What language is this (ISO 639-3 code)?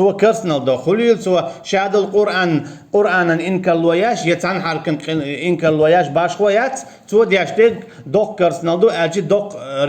che